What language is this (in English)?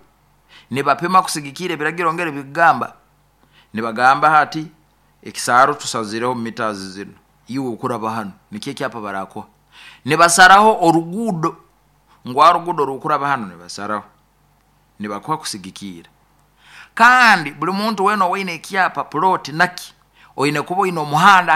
Nyoro